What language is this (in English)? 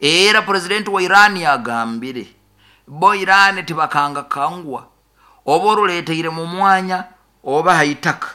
Nyoro